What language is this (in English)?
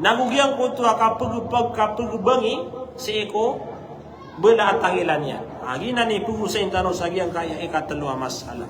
Maranao